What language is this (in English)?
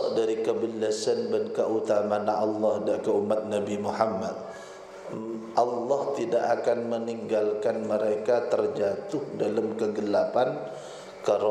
Madurese